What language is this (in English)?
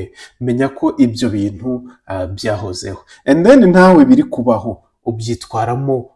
Kinyarwanda